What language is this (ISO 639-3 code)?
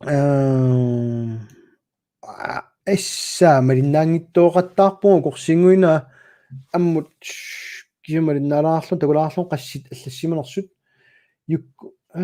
kal